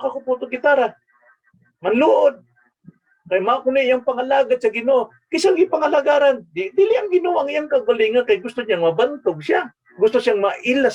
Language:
Cebuano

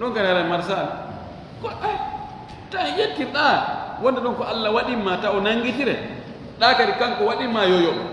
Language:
Fula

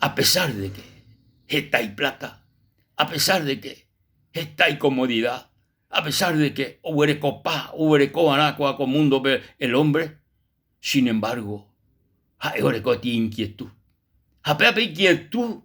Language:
Guarani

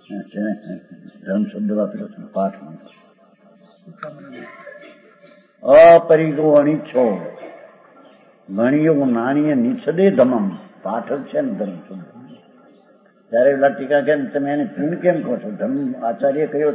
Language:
Gujarati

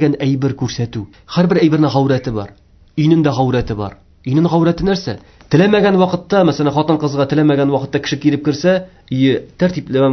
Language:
Tatar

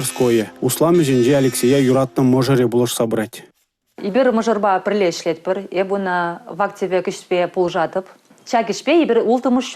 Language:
Chuvash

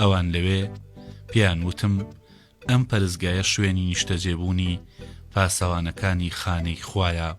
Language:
Central Kurdish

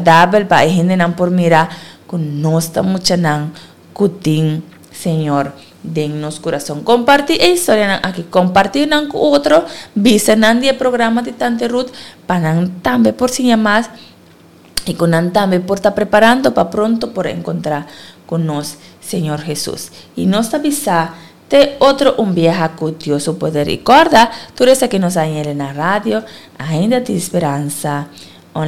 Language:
Papiamento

